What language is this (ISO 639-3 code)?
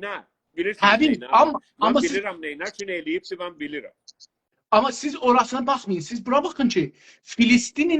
azb